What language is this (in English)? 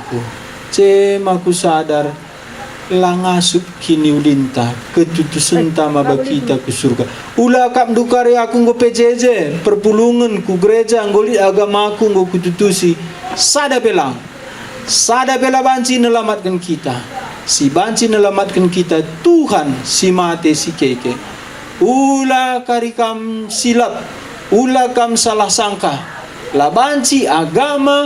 Batak Karo